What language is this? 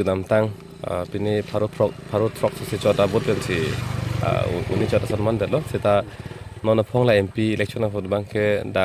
Karbi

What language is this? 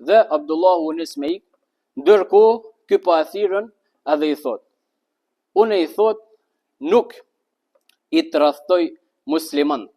Albanian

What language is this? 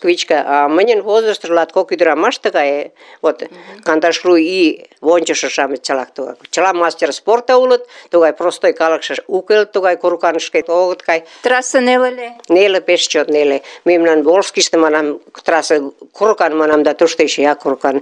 Mari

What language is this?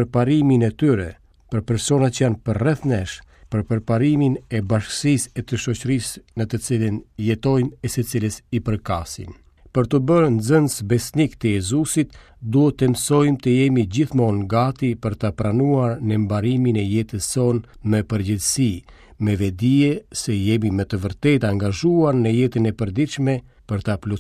Albanian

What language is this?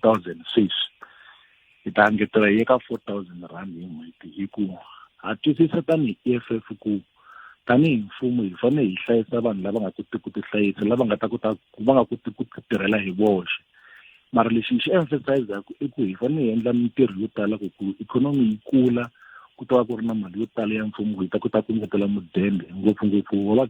Tsonga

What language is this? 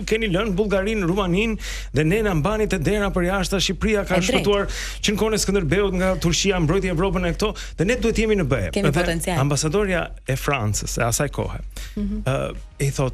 Albanian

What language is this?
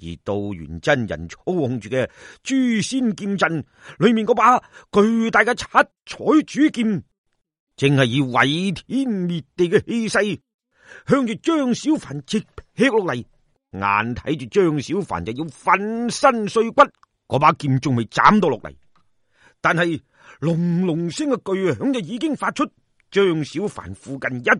Cantonese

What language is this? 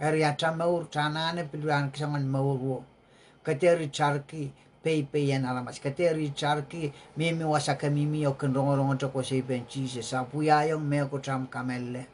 Pohnpeian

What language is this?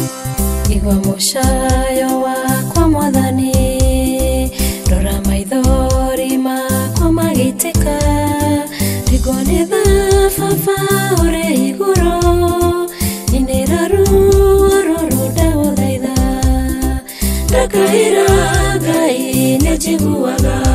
Kikuyu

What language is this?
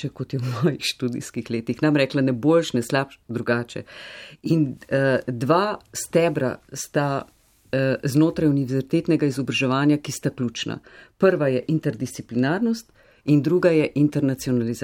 Slovenian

